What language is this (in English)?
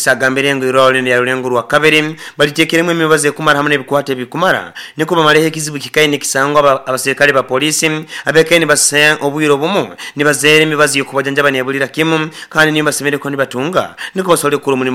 Nyoro